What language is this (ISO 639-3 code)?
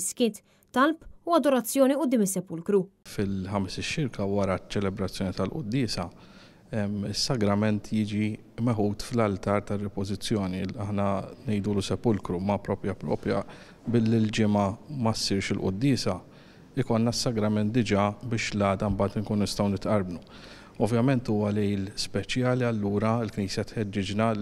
mlt